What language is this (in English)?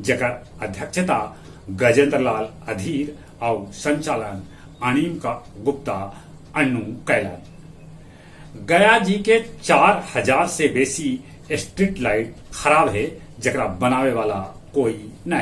Magahi